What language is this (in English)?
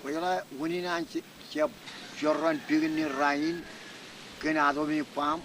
Marshallese